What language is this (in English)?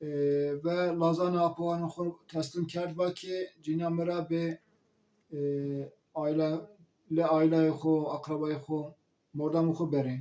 Zaza